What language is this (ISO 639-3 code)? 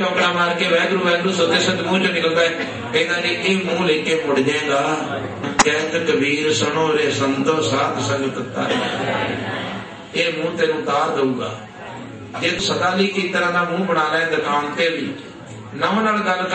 pan